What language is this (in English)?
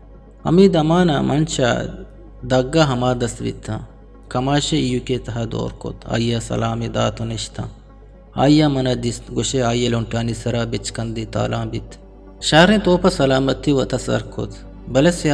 Eastern Balochi